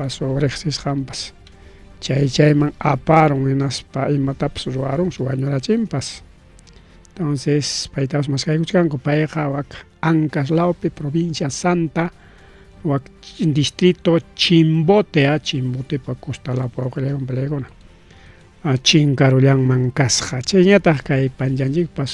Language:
Ayacucho Quechua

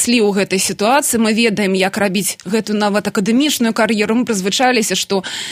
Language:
Belarusian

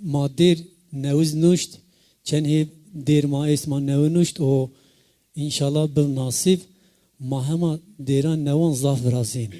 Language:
Zaza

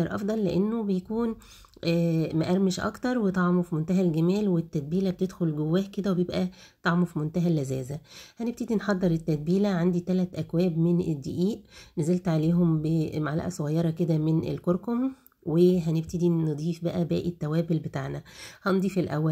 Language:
Egyptian Arabic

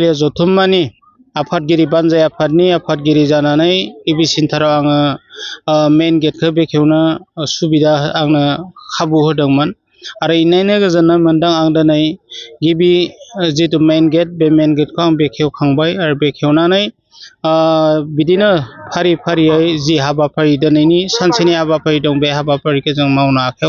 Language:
Bodo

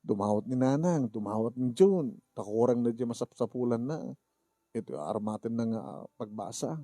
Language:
Iloko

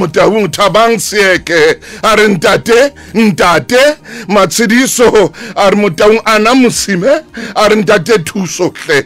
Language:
Southern Sotho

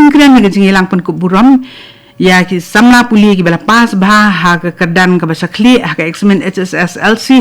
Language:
Khasi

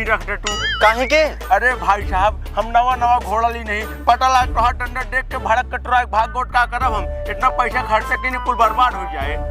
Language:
Awadhi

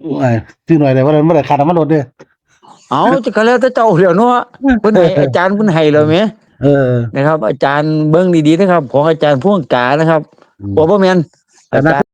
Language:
Northeastern Thai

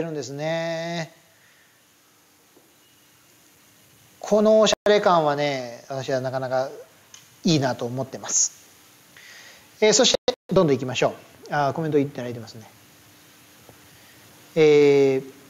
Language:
Japanese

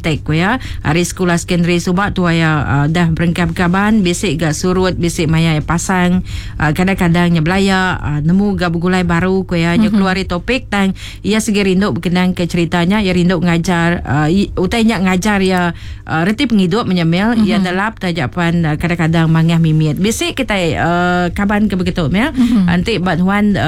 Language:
Iban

